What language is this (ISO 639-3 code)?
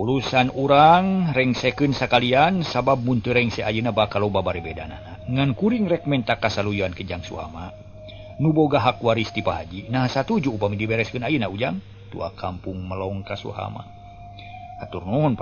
sun